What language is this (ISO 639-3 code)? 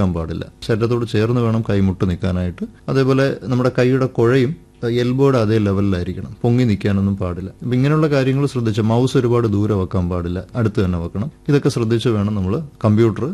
mal